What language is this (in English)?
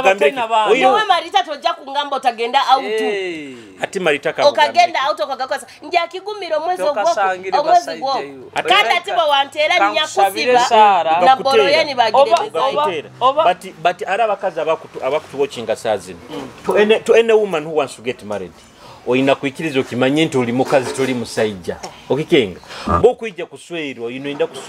Nyoro